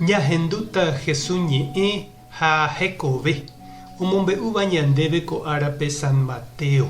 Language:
Guarani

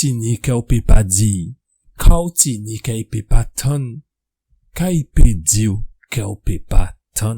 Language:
Guadeloupean Creole French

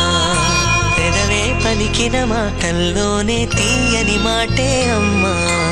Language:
Telugu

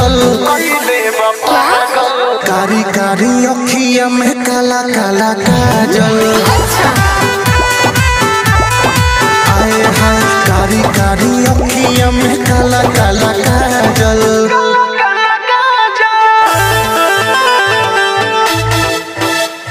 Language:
Bhojpuri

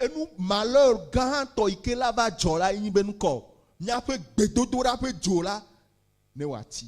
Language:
Ewe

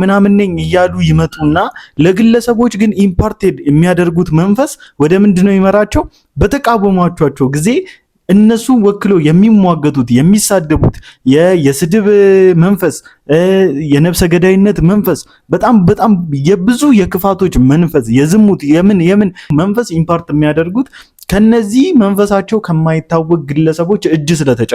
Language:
Amharic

